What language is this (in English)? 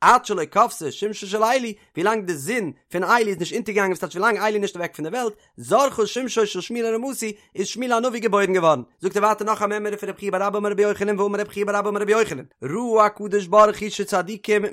Yiddish